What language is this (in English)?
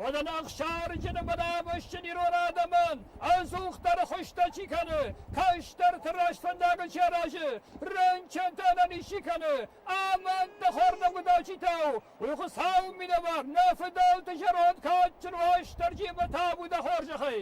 Ossetic